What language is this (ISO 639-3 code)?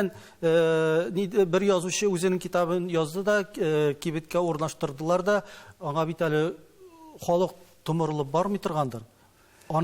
tat